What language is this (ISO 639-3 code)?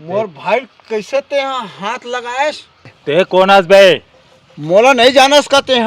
hne